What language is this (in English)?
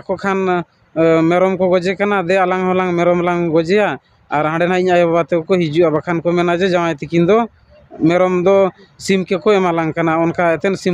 Santali